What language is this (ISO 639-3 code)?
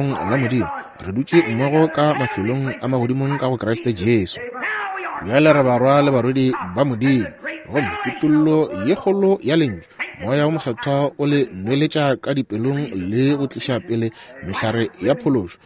nso